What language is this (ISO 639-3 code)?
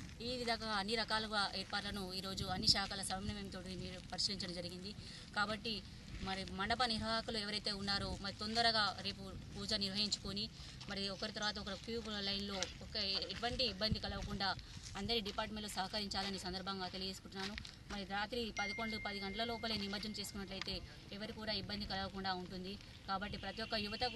tel